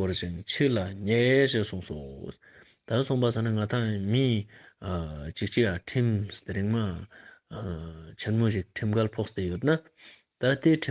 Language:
Ladakhi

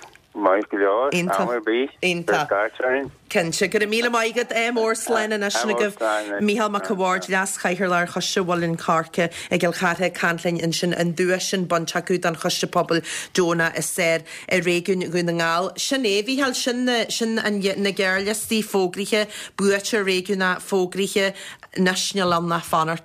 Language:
Irish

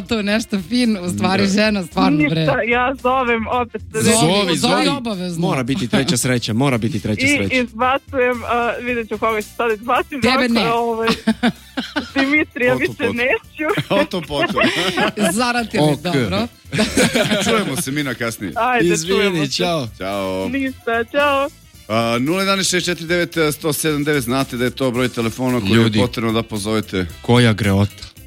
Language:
Serbian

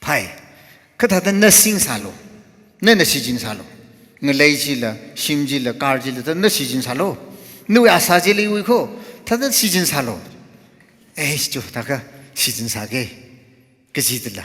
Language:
Tangkhul Naga (India)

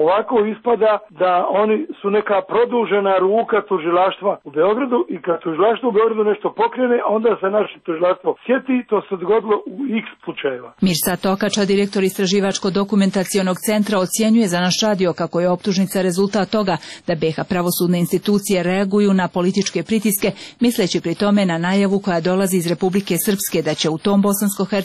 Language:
Serbian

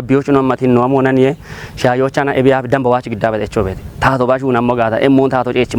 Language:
Kafa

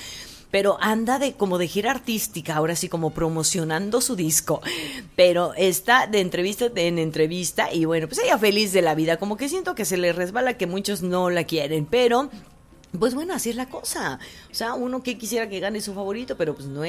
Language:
Spanish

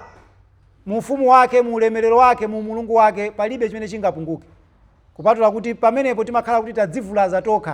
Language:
Nyanja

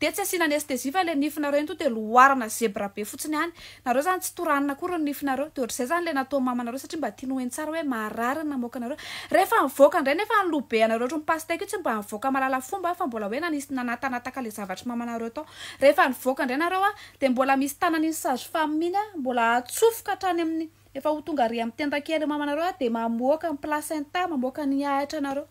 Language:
Malagasy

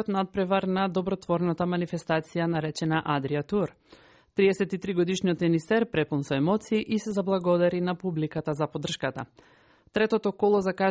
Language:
Macedonian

